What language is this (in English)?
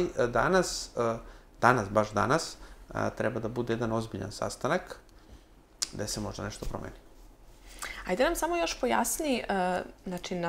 Serbian